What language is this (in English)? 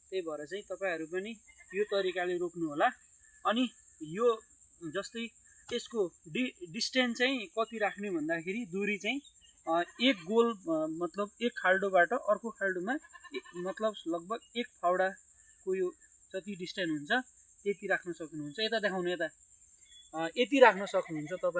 Nepali